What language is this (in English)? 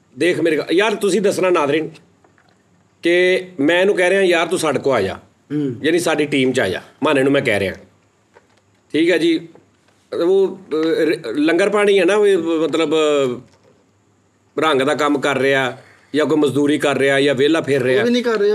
Punjabi